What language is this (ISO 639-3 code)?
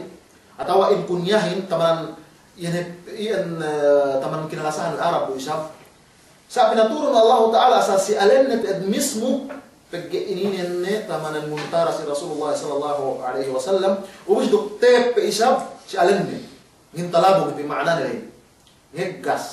yka